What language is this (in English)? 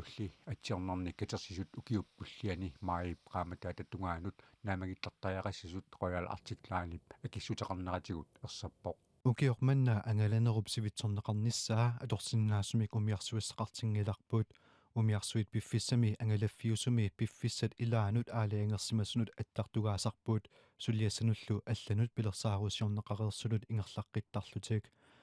Kalaallisut